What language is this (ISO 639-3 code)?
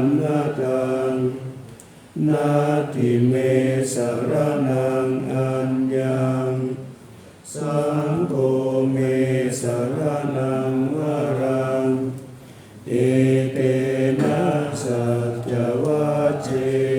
pli